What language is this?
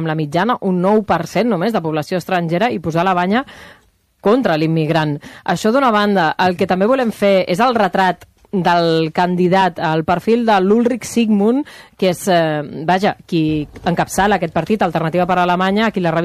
Catalan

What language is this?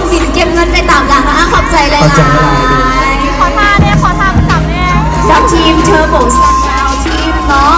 Lao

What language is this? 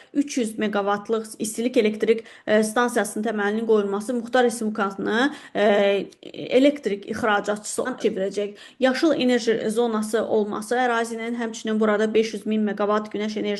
Azerbaijani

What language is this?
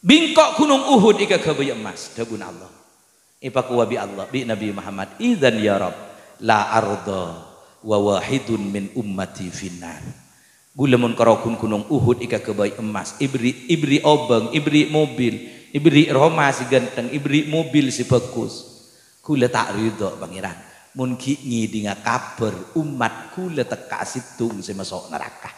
Madurese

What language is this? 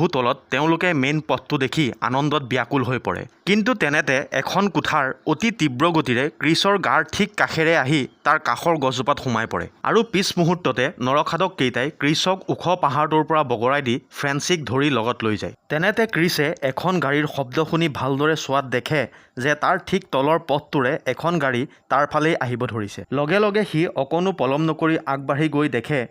Assamese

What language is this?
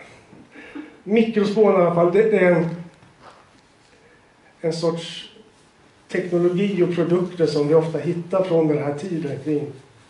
Swedish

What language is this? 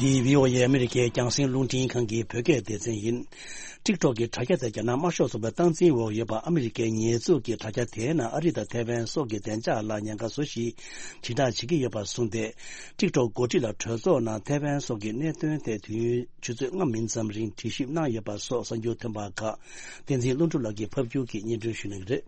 Tibetan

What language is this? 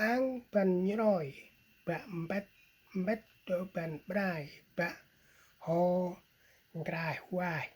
Central Mnong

